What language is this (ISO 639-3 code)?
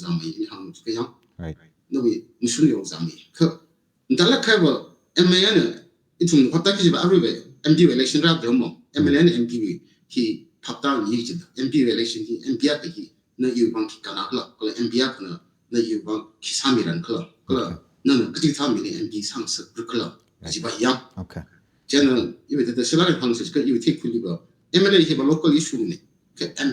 nmf